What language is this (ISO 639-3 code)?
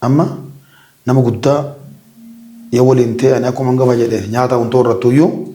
orm